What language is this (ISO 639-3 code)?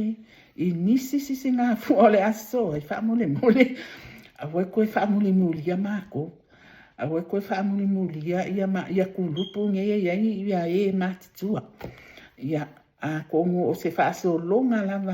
smo